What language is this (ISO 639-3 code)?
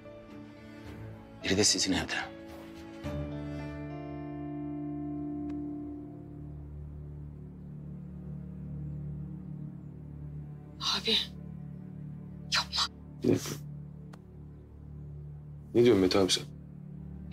tur